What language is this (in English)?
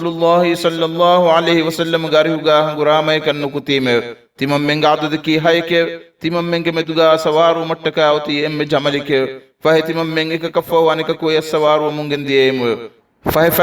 Divehi